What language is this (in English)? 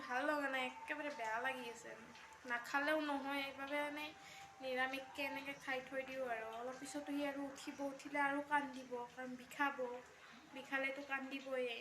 Assamese